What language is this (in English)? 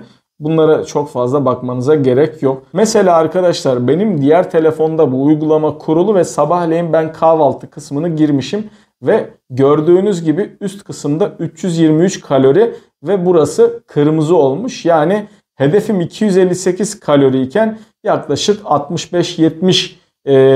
Turkish